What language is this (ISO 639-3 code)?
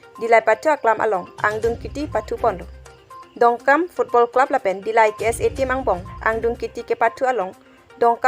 mjw